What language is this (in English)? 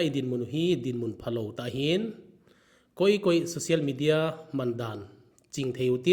Thado Chin